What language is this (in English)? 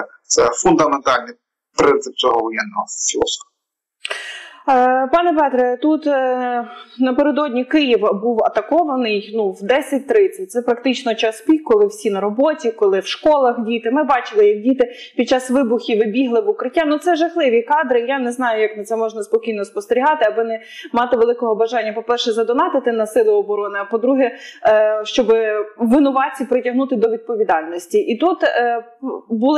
Ukrainian